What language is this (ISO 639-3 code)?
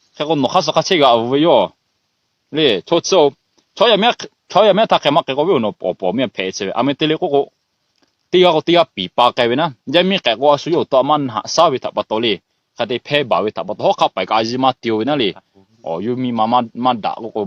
lhu